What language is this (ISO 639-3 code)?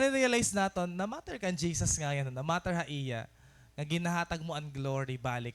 war